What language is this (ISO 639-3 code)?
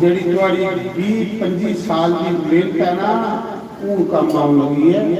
doi